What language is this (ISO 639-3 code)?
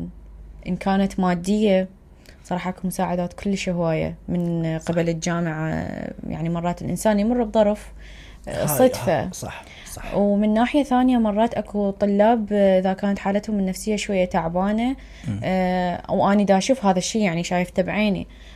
acm